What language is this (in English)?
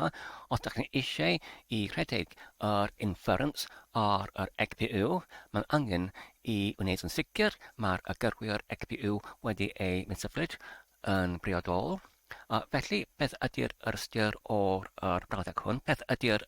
Welsh